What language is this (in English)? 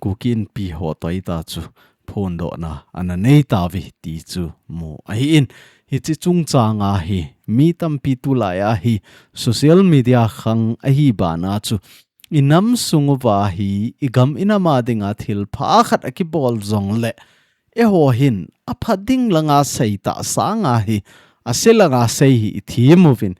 Thado Chin